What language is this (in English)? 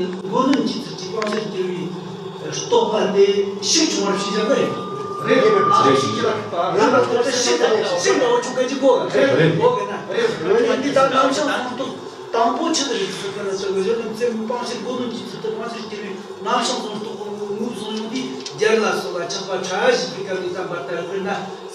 Tibetan